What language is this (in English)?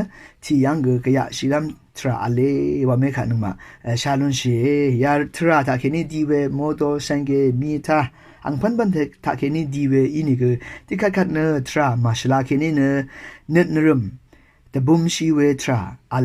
Rawang